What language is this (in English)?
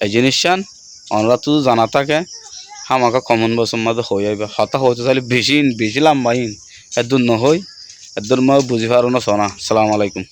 Rohingya